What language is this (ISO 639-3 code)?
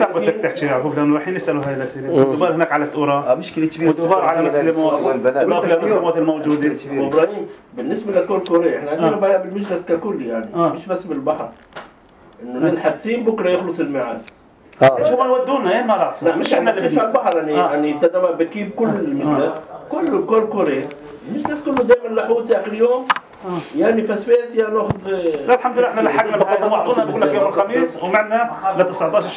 apc